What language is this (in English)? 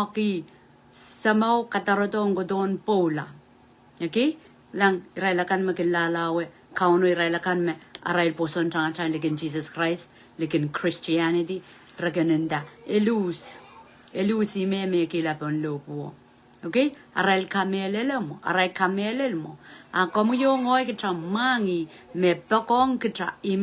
Pohnpeian